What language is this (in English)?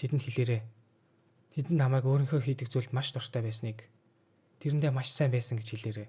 Mongolian